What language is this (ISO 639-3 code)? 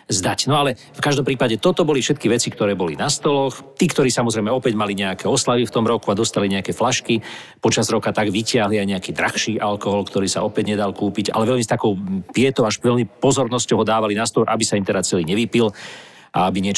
slk